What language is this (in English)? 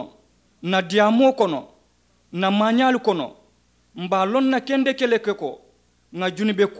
Mandingo